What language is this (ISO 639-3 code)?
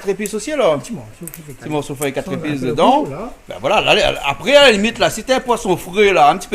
rcf